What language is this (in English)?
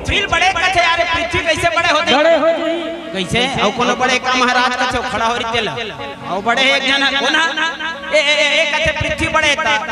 Chhattisgarhi